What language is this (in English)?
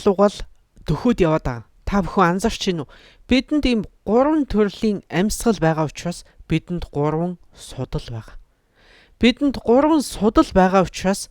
Mongolian